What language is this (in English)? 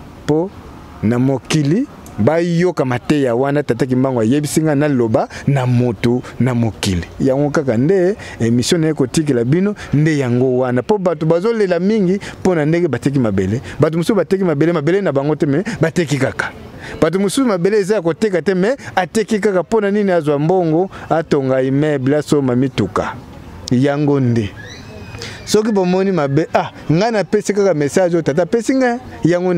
Lingala